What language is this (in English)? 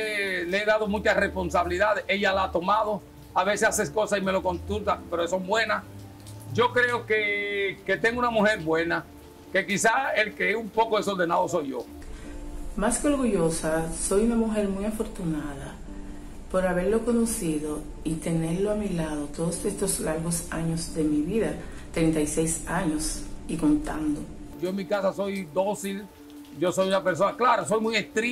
Spanish